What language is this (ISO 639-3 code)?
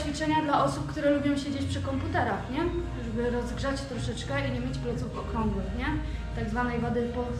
pol